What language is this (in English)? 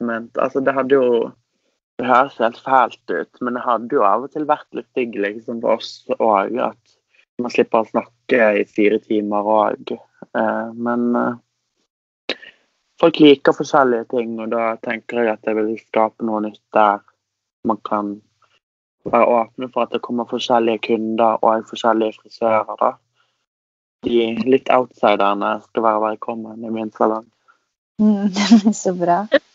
Norwegian